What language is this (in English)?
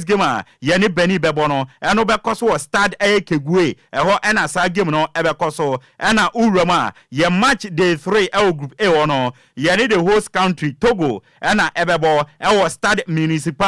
Akan